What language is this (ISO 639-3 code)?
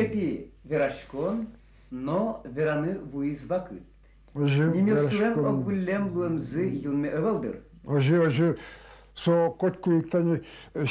udm